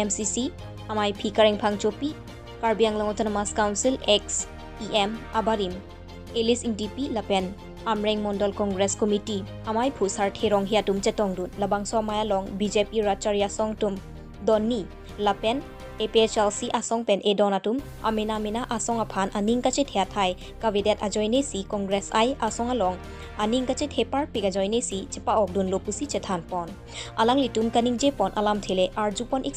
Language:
Karbi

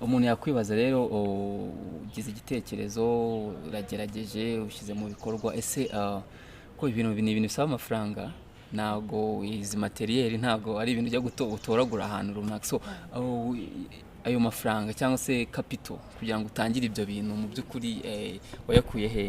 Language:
Kinyarwanda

